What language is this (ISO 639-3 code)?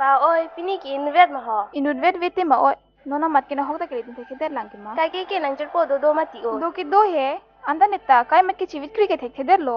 mjw